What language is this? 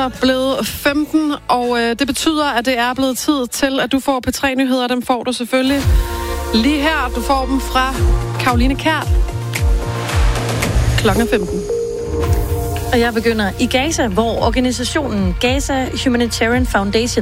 Danish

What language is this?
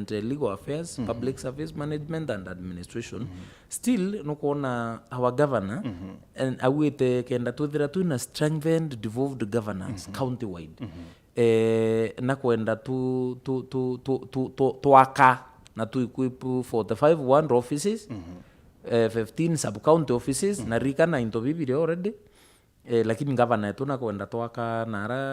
Meru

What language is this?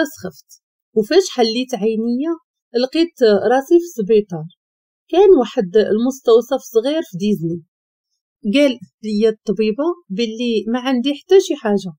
Moroccan Arabic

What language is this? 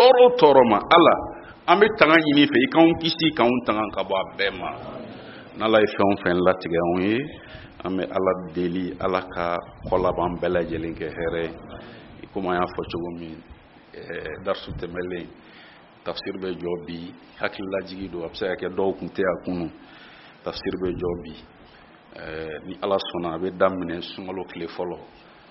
Bambara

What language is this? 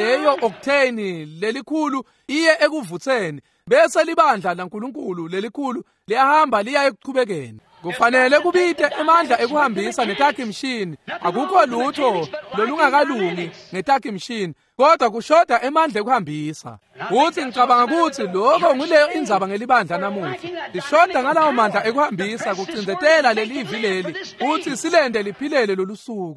Swati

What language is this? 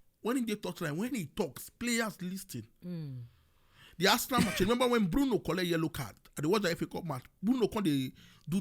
Nigerian Pidgin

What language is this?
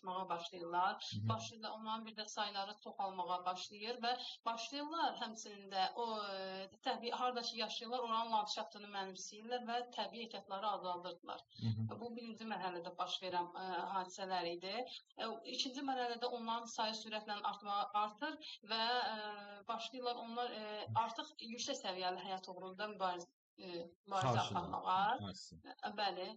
Azerbaijani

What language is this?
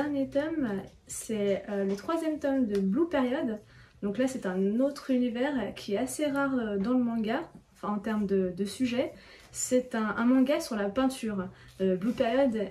French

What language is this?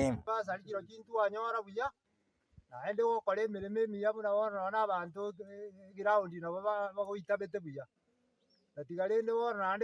Gusii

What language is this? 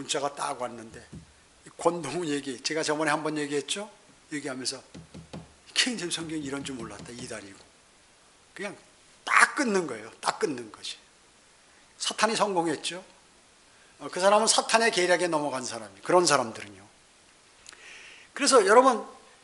Korean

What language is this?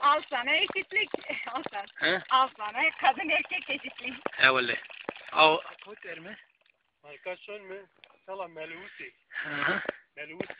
Zaza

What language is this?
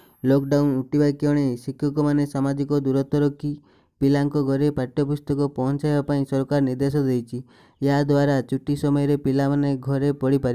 Odia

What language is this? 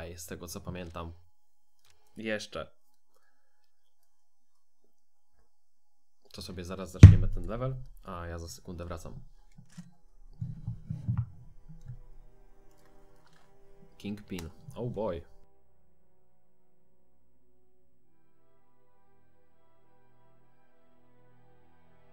Polish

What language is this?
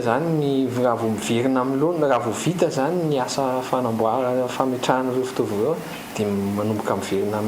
Malagasy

